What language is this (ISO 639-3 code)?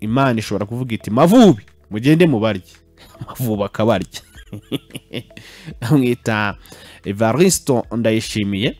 kin